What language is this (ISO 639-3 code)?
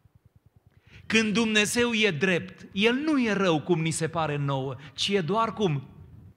ron